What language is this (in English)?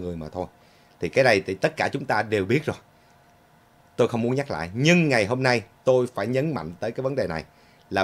Vietnamese